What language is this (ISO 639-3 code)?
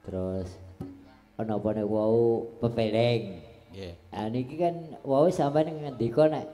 jav